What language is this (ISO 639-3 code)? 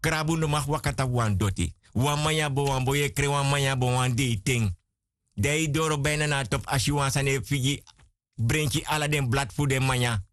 srn